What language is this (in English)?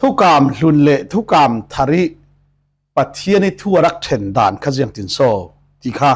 Falam Chin